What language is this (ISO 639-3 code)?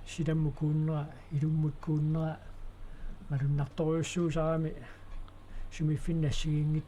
kal